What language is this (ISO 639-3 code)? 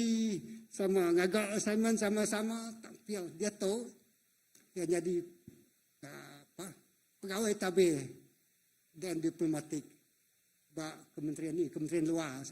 iba